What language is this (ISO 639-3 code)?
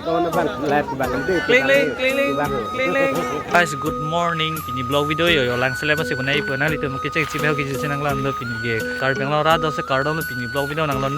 mjw